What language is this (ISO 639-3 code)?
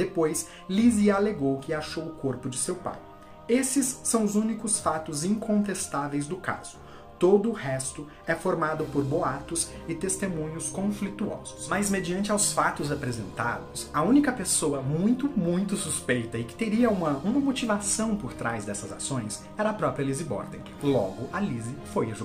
por